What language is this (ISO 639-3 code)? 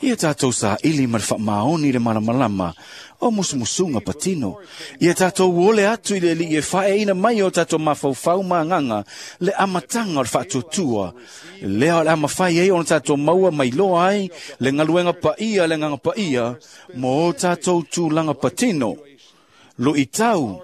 smo